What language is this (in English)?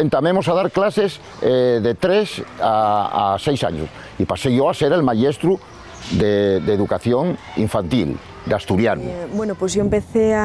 Asturian